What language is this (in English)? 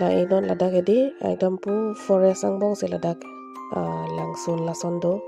Karbi